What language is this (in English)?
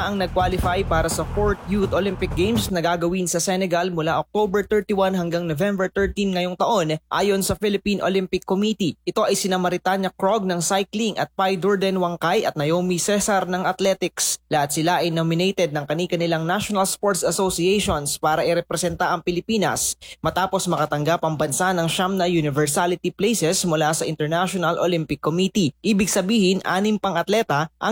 Filipino